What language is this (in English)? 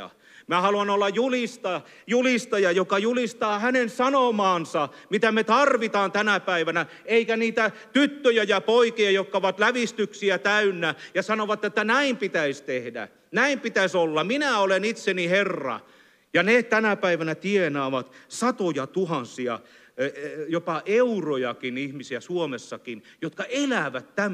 Finnish